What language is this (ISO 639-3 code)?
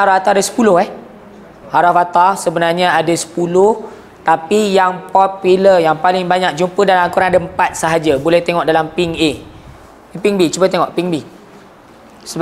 msa